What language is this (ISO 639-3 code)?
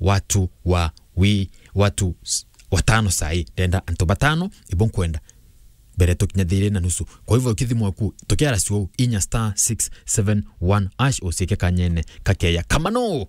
mer